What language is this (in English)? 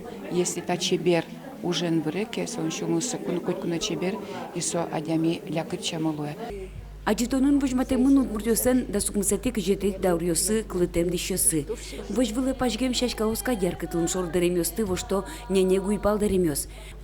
Udmurt